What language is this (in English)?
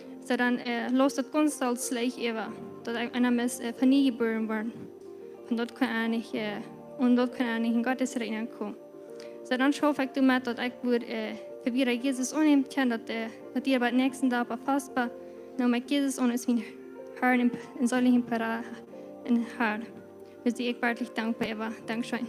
Plautdietsch